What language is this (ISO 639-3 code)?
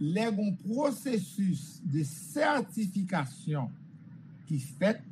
hat